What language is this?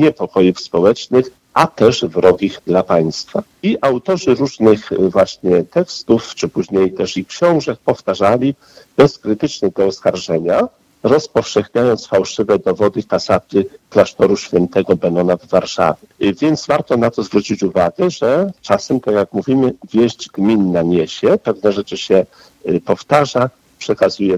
Polish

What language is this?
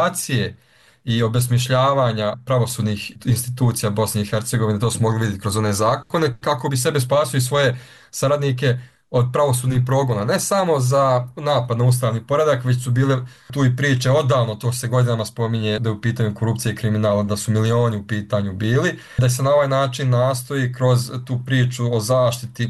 Bosnian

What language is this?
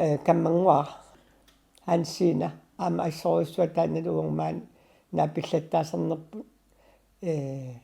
Kalaallisut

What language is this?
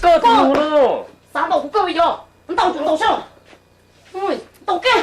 Hmong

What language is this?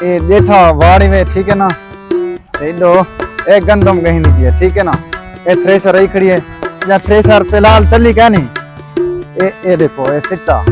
Saraiki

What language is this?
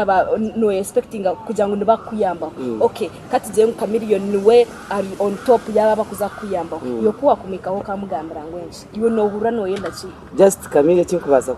Nyankole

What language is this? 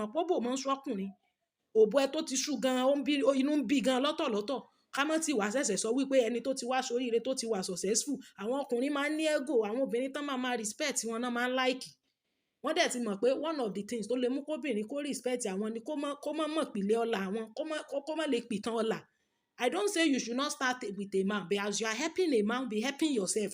Yoruba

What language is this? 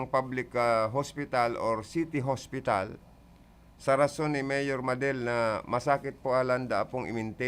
Bikol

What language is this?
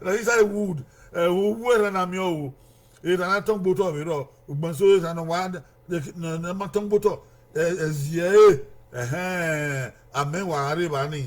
Bini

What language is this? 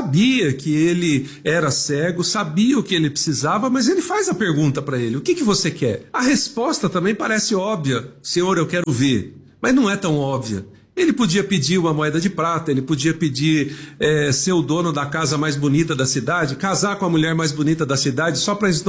Portuguese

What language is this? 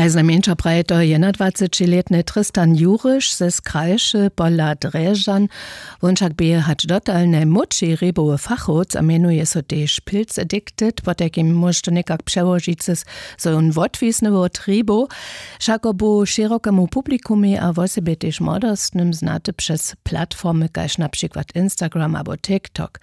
Upper Sorbian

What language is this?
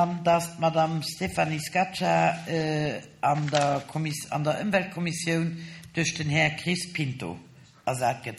Luxembourgish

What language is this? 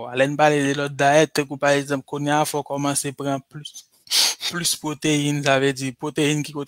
Haitian Creole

